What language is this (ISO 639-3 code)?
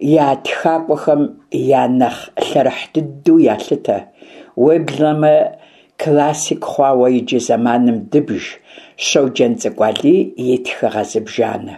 kbd